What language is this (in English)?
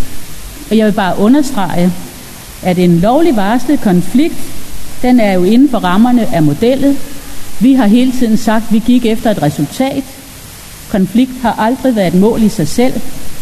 Danish